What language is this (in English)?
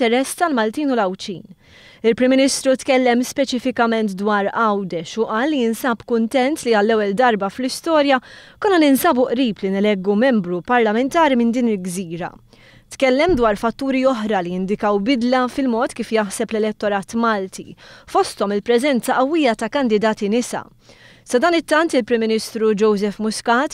Maltese